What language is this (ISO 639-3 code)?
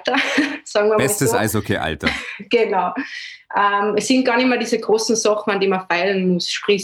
deu